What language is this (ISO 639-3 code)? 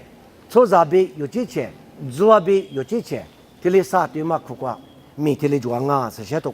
lis